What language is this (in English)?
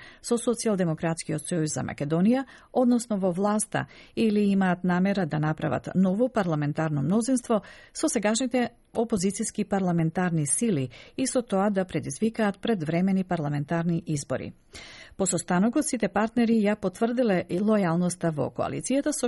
Macedonian